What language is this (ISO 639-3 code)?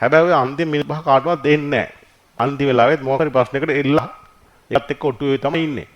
sin